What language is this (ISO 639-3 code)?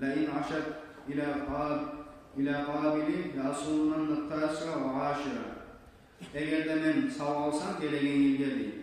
kum